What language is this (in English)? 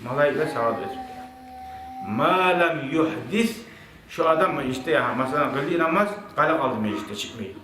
Kumyk